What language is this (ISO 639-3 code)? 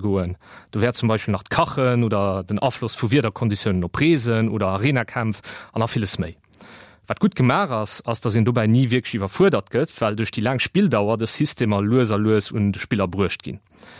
ltz